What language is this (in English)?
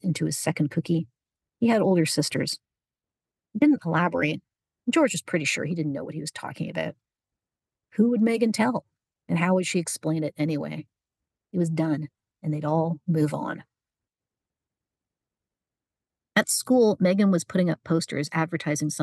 English